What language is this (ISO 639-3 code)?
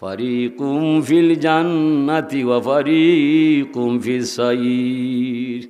syl